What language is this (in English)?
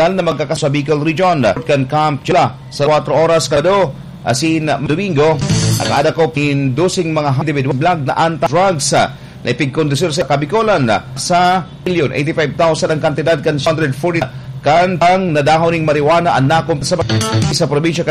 Bikol